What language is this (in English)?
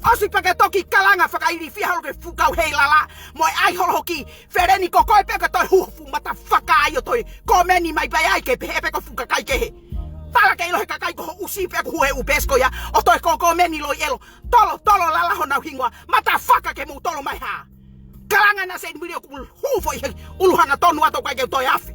Tongan